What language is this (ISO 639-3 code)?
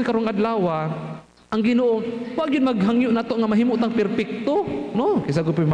ceb